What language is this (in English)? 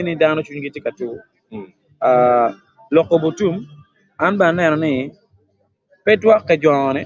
Acoli